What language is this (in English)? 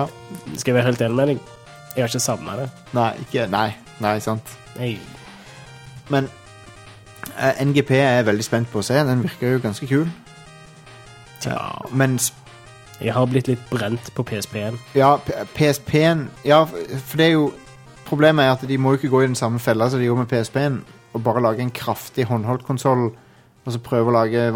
Norwegian